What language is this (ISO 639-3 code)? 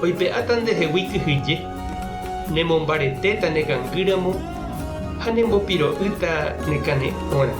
grn